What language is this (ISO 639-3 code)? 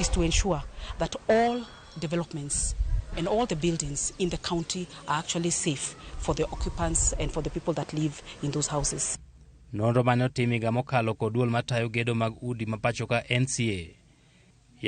luo